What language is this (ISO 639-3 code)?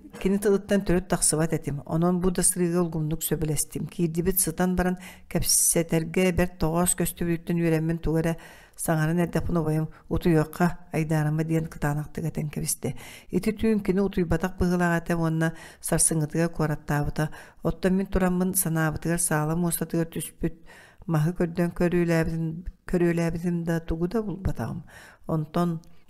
sah